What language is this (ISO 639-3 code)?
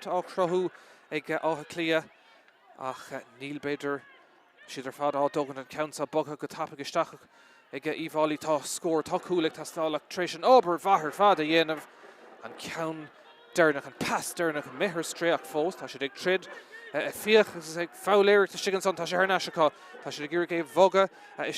gle